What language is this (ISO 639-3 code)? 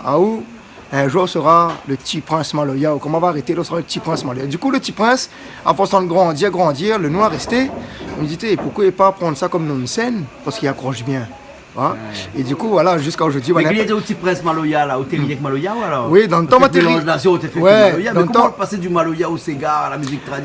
rcf